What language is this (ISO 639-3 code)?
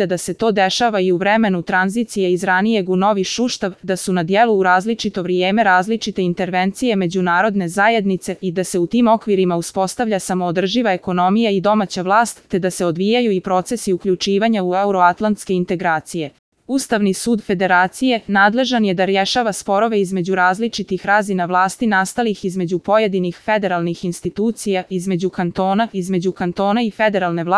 bos